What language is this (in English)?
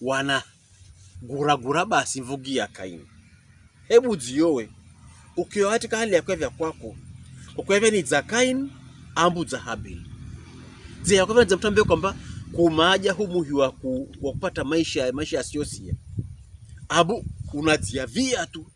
Pokomo